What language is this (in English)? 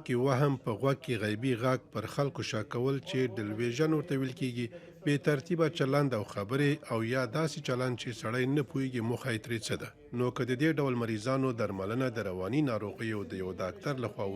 Pashto